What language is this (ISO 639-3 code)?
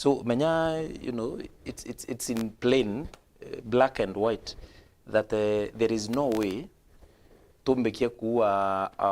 mer